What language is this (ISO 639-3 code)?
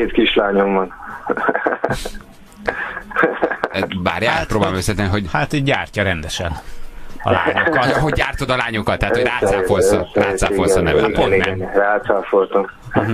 hun